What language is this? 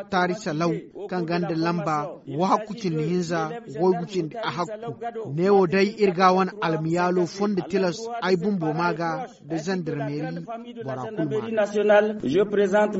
Zarma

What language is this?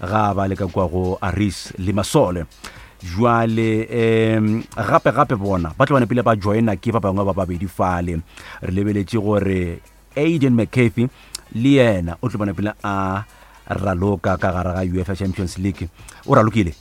Northern Sotho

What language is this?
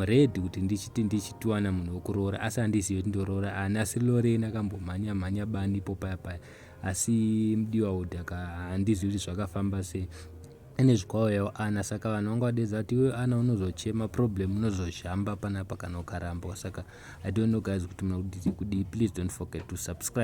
Shona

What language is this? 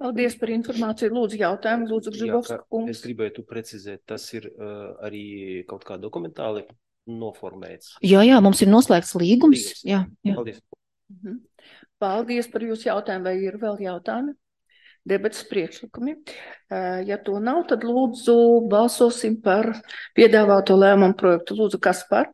Latvian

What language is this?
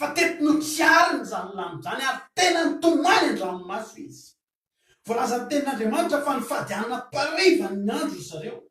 Malagasy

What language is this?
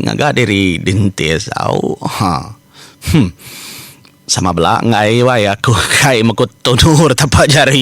Iban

